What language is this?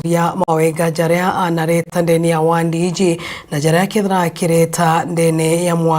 Meru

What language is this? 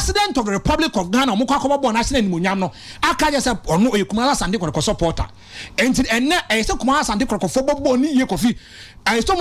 Akan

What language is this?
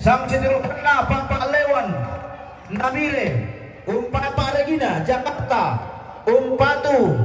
Toraja-Sa'dan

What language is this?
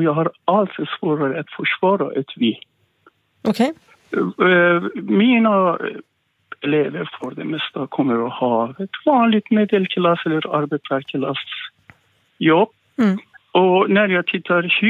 Swedish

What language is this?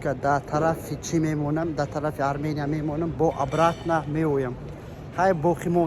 Tajik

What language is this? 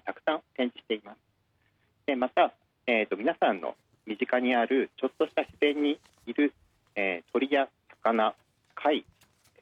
Japanese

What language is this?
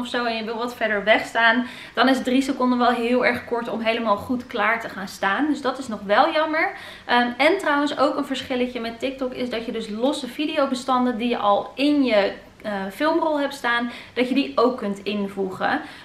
Dutch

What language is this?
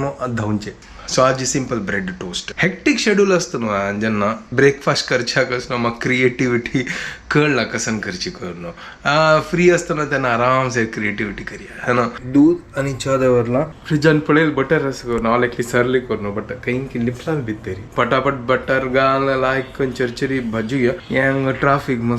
Konkani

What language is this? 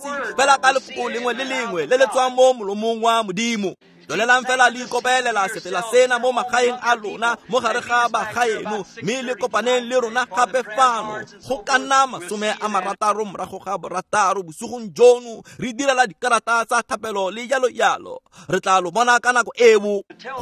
Tswana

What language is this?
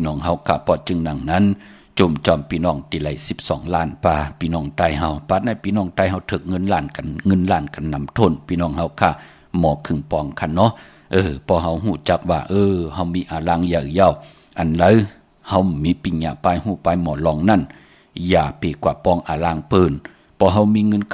Shan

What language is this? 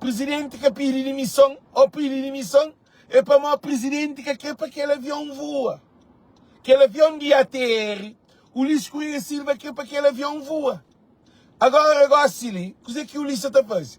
Kabuverdianu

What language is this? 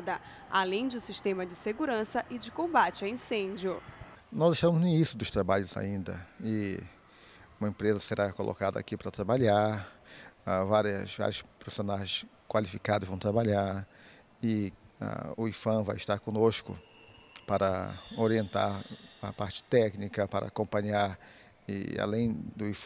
Portuguese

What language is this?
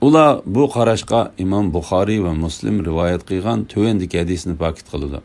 Uyghur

